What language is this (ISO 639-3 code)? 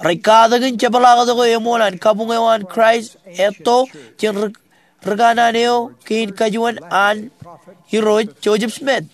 mah